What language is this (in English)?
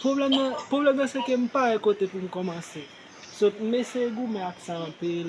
Haitian Creole